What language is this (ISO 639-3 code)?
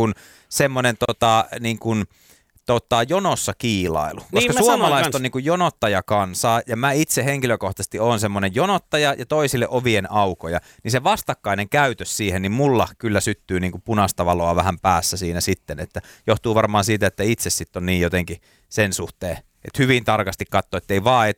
fin